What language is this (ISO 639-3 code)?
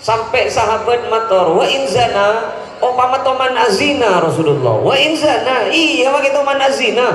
mad